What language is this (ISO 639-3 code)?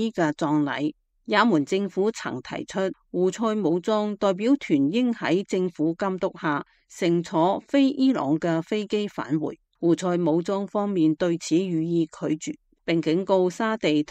yue